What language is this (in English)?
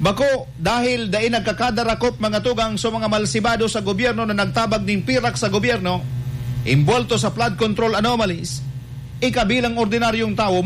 Bikol